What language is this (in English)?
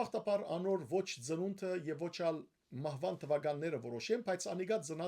Western Armenian